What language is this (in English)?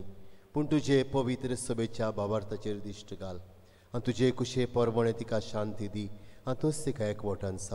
Konkani